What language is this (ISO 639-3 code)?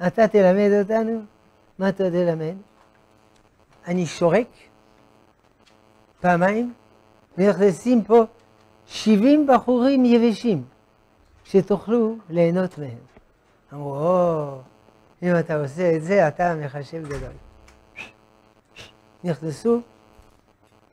heb